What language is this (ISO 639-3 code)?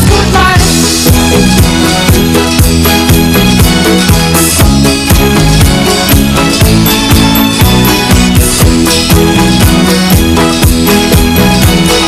dan